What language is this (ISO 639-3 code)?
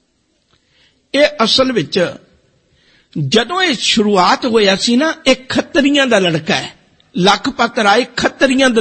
pan